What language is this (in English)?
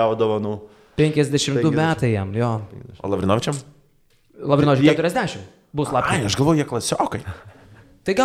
Lithuanian